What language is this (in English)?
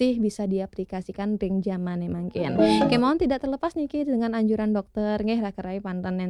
Balinese